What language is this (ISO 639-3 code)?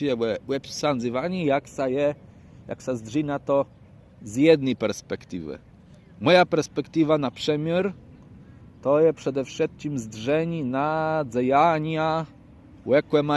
csb